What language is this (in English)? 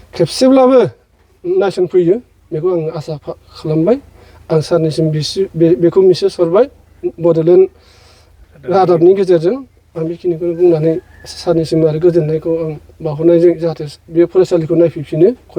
Bodo